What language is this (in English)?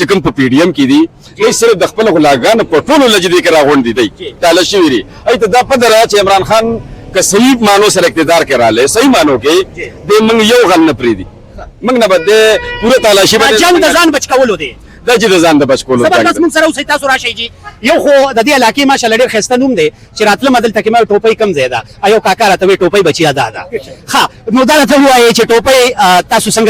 Pashto